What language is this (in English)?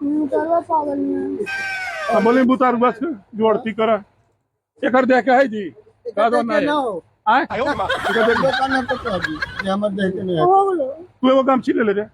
Magahi